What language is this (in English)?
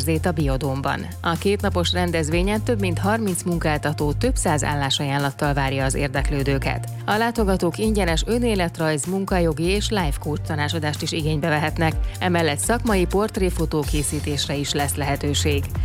Hungarian